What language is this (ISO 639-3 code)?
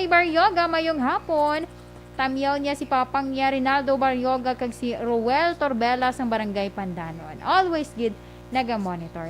hil